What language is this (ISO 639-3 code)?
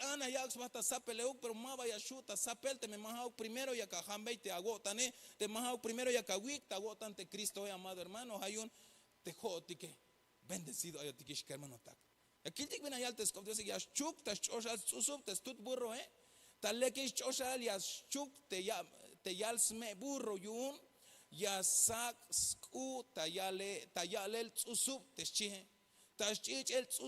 tzh